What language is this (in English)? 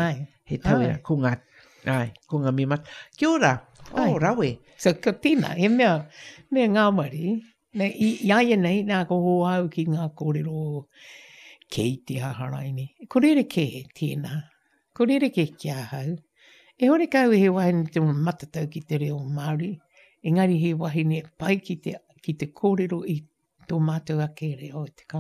Māori